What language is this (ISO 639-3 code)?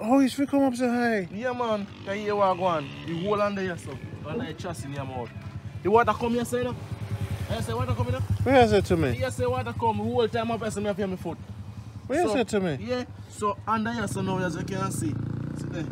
jam